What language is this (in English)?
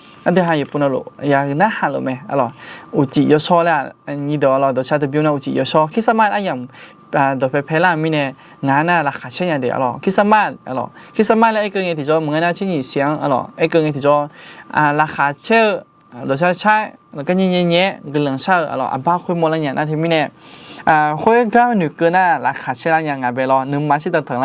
Akha